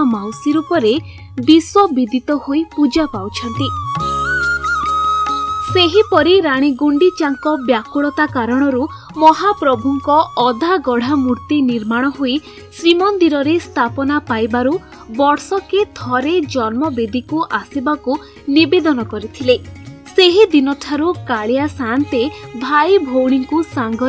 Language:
Odia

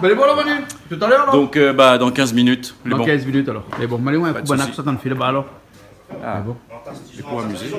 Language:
Réunion Creole French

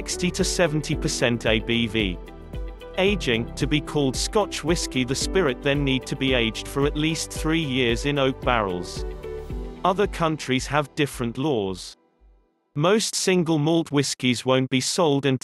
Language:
English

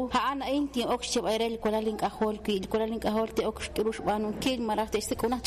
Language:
Kekchí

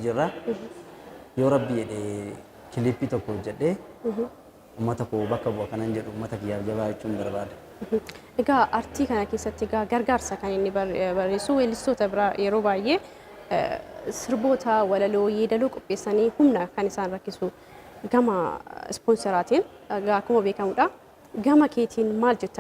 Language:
Oromo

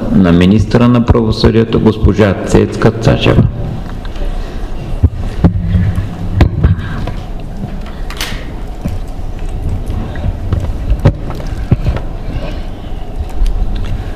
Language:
Bulgarian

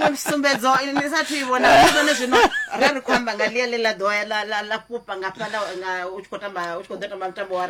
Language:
Venda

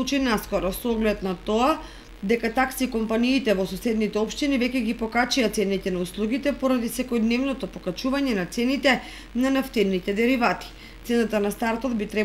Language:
Macedonian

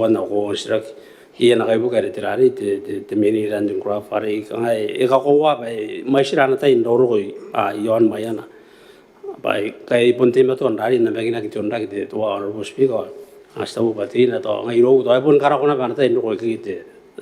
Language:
Gilbertese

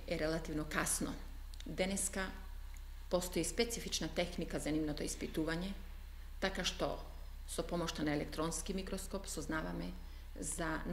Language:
Macedonian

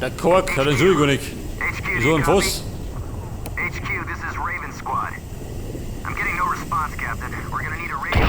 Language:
Bavarian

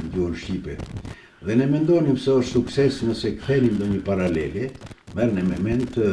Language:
Albanian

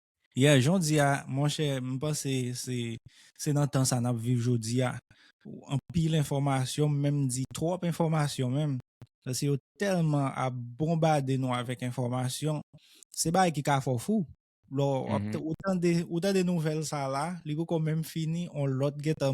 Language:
Haitian Creole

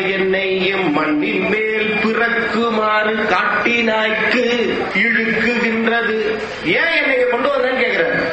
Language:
Tamil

